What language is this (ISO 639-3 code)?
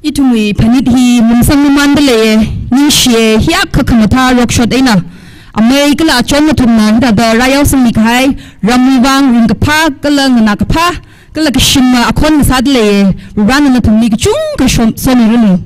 nmf